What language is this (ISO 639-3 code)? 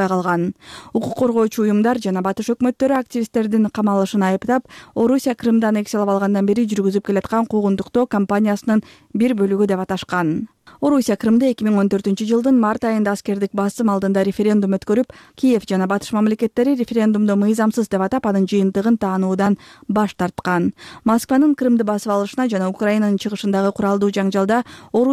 kir